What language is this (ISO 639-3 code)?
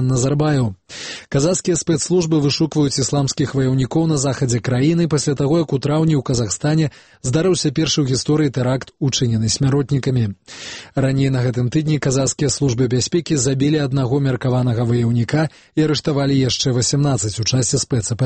bel